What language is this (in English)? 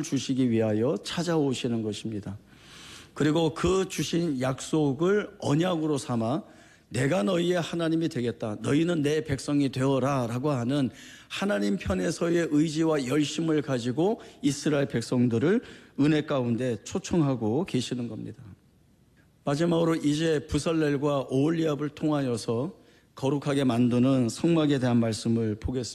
Korean